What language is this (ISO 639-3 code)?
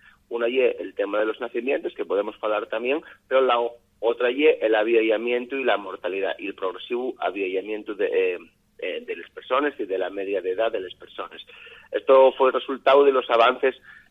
ast